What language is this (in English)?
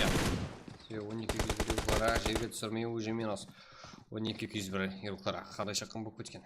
Kara-Kalpak